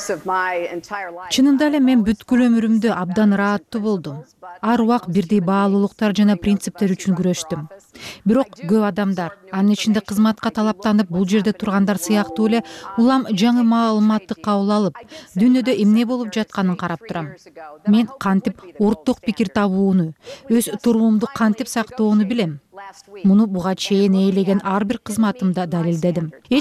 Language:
Kyrgyz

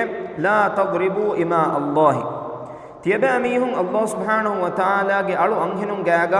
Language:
Divehi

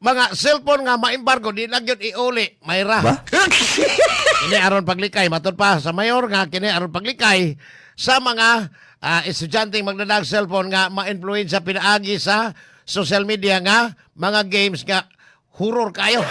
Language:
Cebuano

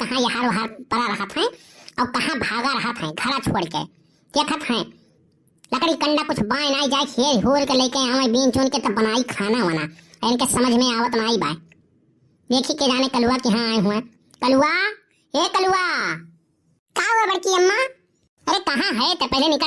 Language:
Awadhi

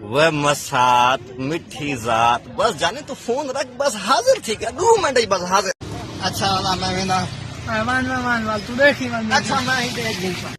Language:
Saraiki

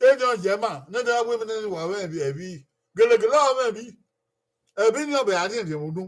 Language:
Bini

